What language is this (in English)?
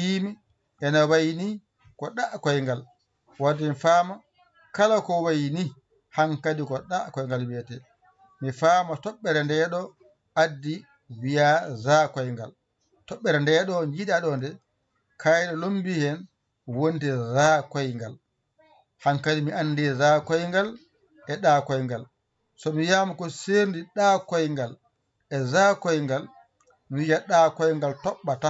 Fula